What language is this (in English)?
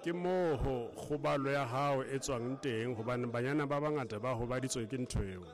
Southern Sotho